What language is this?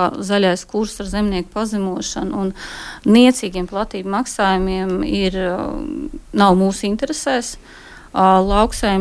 Latvian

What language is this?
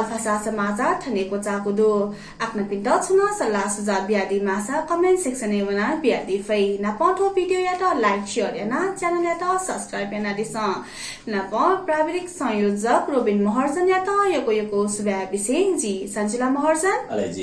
Newari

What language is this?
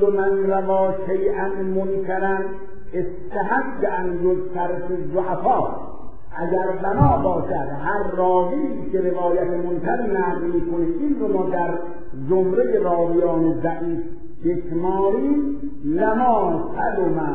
Persian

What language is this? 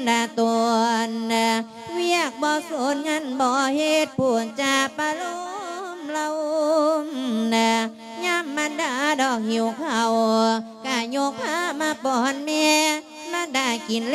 Lao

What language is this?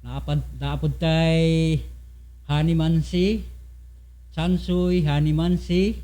Cebuano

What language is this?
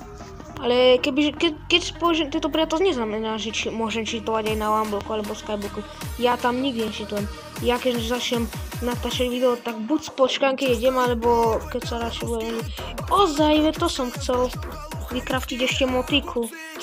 Slovak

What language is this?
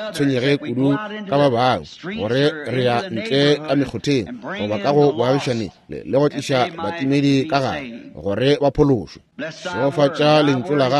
Northern Sotho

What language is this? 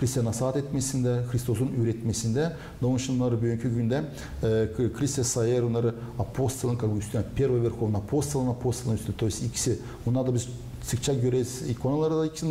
Gagauz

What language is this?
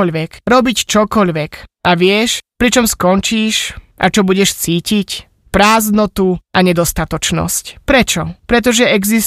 Slovak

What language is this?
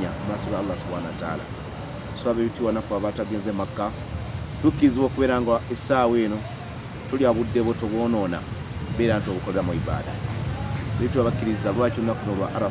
Ganda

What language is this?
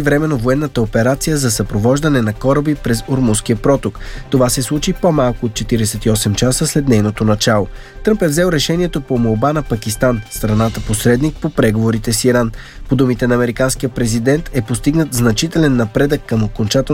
Bulgarian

